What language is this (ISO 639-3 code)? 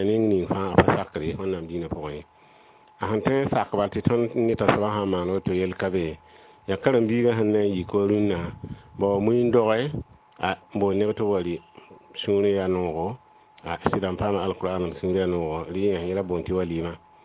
mos